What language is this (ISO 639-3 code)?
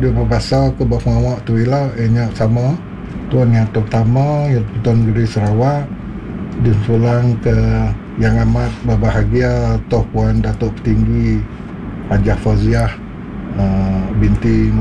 msa